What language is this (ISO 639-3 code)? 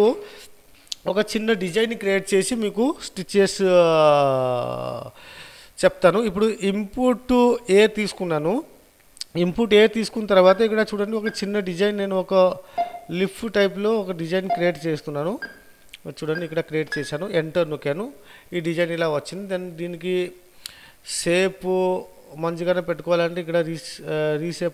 tel